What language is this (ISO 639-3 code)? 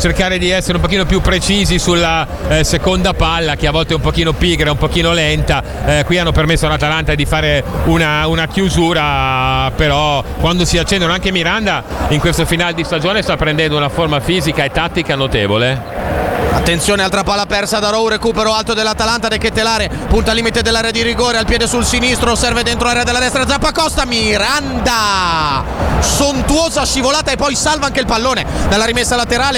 ita